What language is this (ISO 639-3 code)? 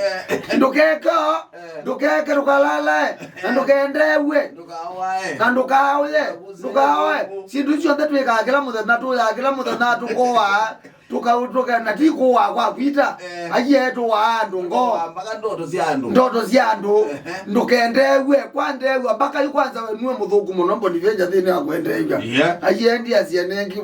kam